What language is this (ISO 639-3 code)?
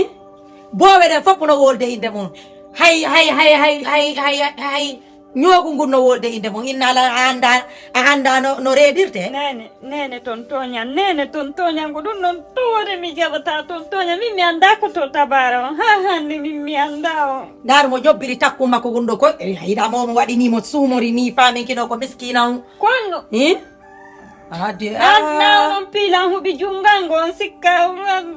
ful